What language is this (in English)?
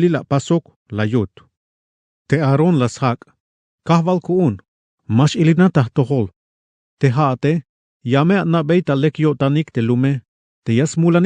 Tzeltal